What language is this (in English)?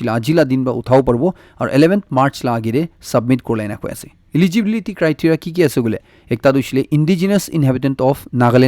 Naga Pidgin